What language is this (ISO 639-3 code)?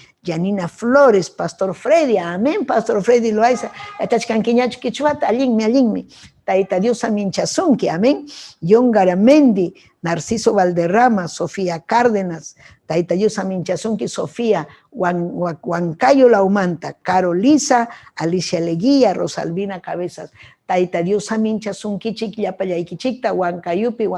quy